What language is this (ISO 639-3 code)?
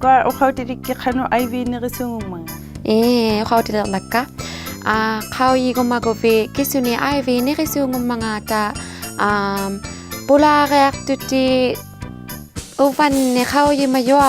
iku